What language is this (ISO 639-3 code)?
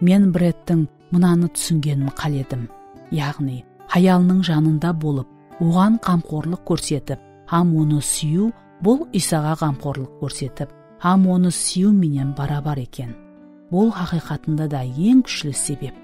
kaa